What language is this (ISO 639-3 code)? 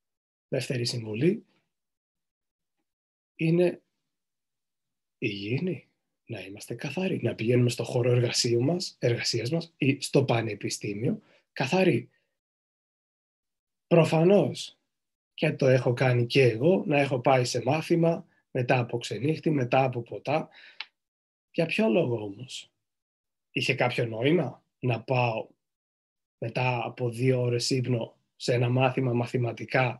ell